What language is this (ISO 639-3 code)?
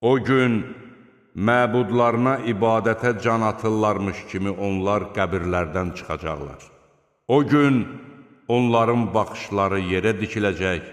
aze